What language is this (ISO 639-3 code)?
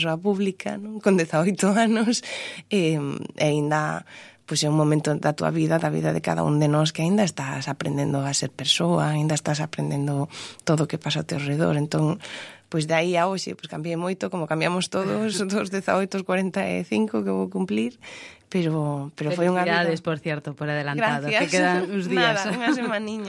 glg